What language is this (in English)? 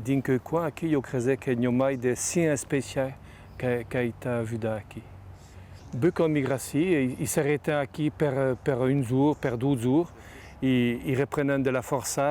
Occitan